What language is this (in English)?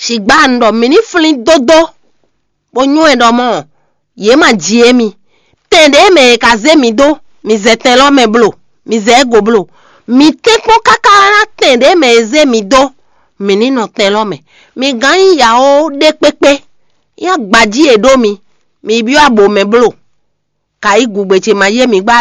Fon